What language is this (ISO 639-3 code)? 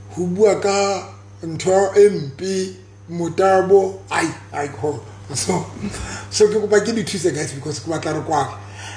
sot